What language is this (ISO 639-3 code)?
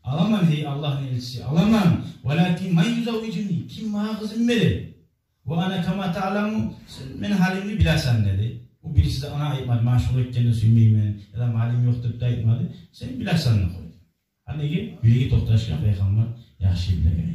kum